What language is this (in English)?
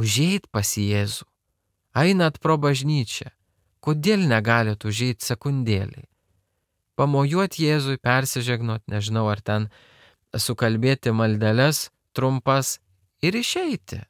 Lithuanian